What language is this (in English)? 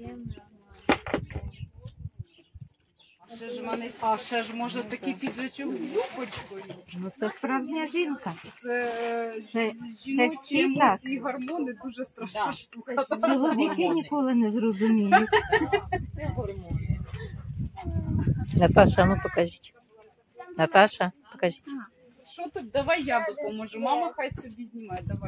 Ukrainian